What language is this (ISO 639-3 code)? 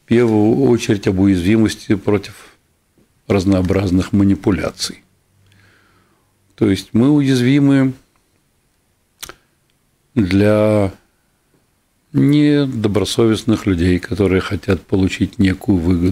rus